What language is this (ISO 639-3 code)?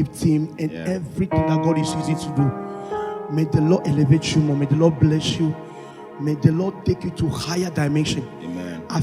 ewe